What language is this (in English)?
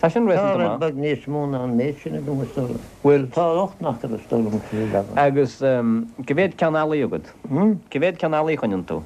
Irish